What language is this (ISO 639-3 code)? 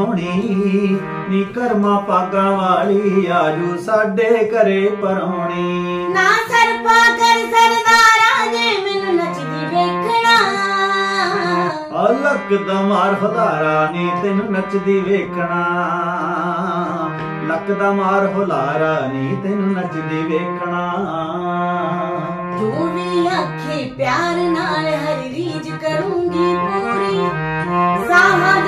pan